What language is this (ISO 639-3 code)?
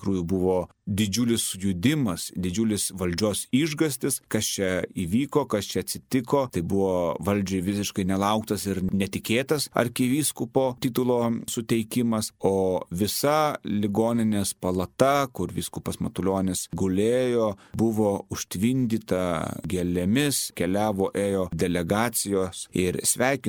lit